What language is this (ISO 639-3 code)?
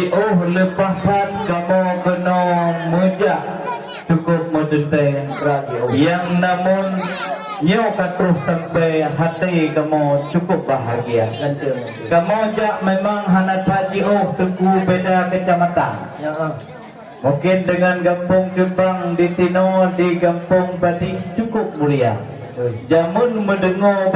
ace